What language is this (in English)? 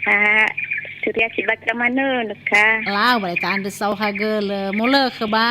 Nias